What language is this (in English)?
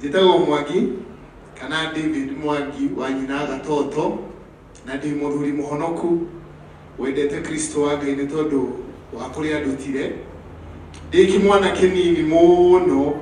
Kikuyu